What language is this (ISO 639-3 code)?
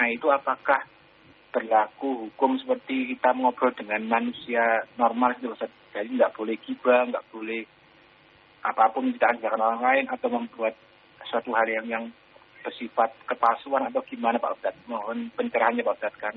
ind